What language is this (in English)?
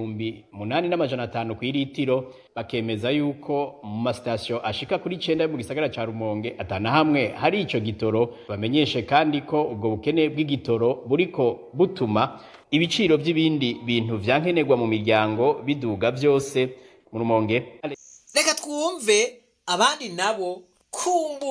Rundi